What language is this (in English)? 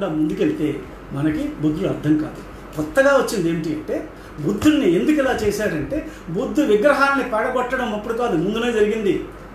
Telugu